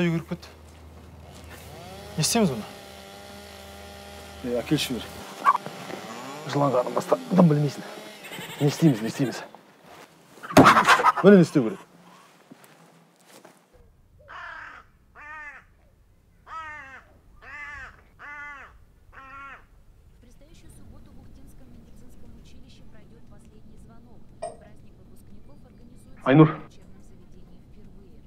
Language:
Kazakh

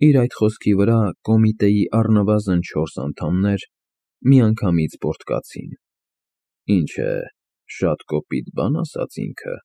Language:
Armenian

